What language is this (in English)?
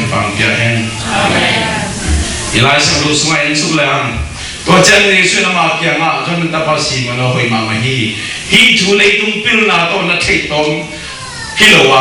Tedim Chin